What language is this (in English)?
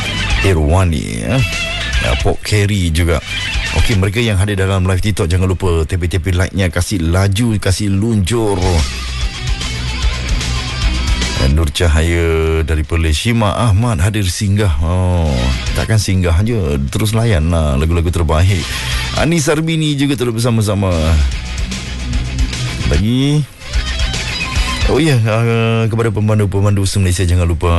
Malay